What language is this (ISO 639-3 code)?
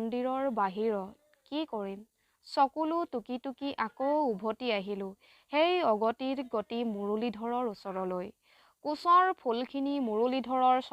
asm